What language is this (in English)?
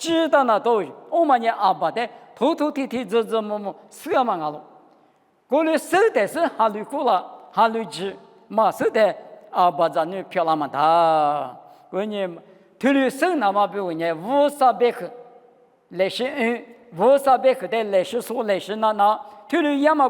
Lisu